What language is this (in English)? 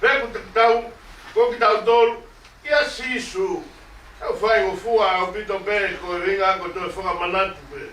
Tongan